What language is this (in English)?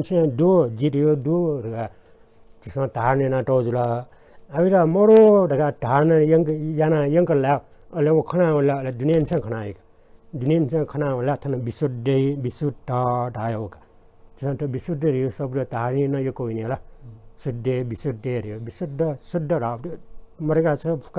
Newari